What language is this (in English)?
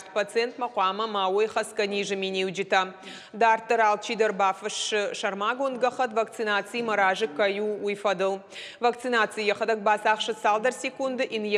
Ossetic